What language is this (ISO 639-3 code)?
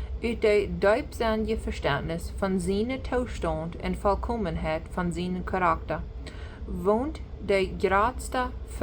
pdt